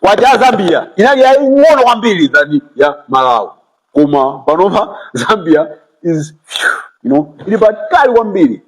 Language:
Nyanja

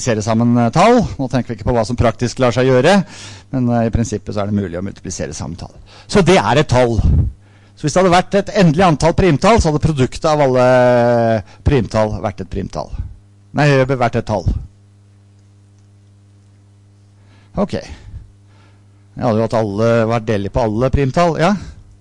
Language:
Norwegian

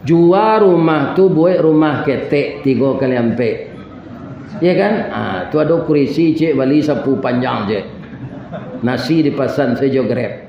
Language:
Minangkabau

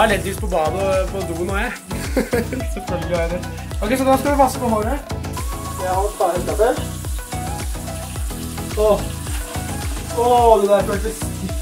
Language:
Norwegian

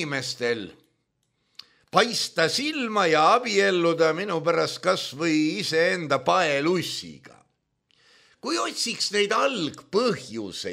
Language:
Estonian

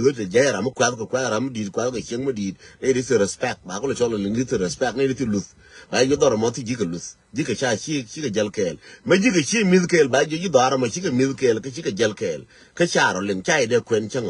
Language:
Nuer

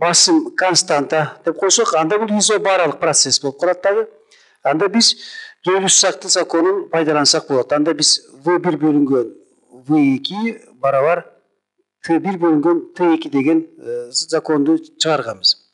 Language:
Kyrgyz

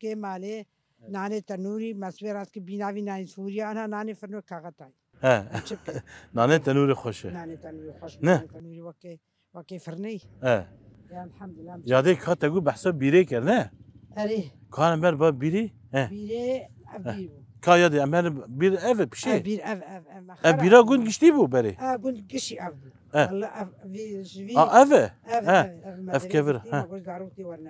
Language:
Kurdish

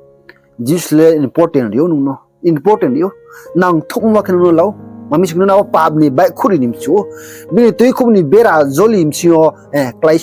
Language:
Riang (India)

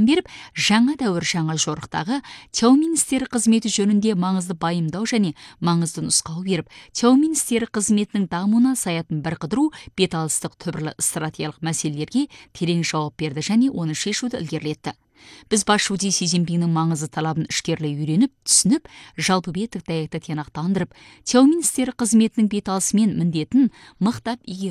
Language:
Kazakh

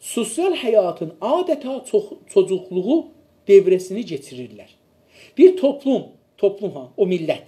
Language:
South Azerbaijani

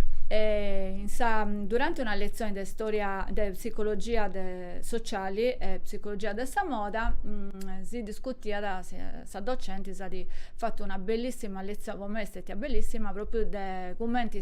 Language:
Sardinian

